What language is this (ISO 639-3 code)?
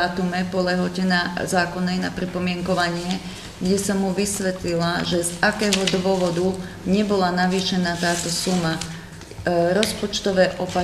slk